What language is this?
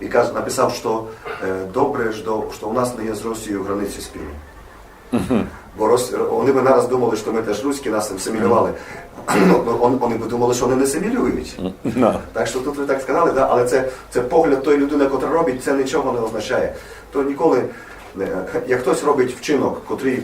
Rusyn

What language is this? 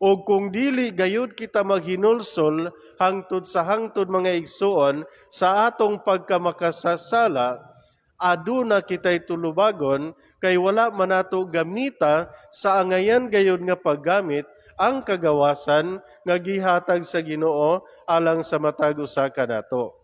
Cebuano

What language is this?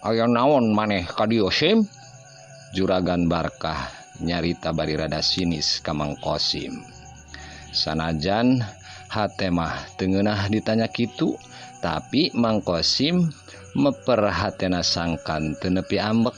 Sundanese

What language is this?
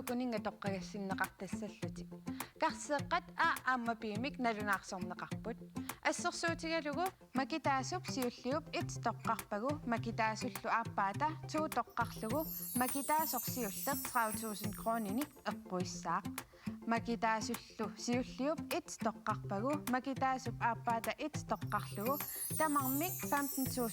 Kalaallisut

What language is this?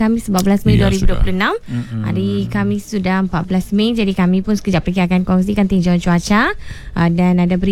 Malay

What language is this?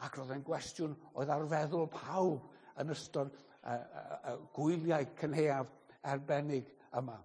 Welsh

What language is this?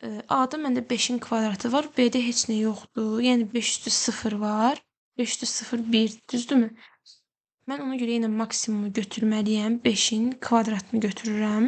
Azerbaijani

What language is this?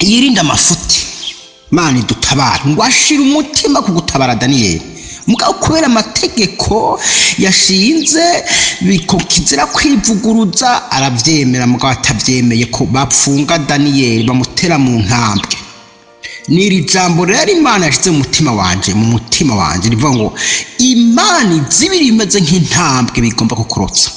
Rundi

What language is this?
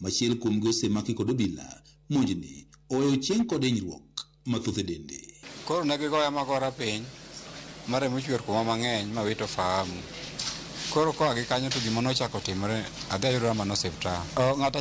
Luo (Kenya and Tanzania)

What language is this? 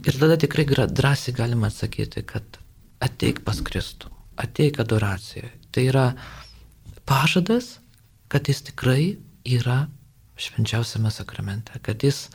Lithuanian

